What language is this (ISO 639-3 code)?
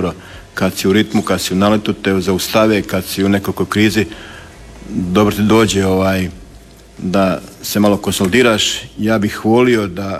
hrv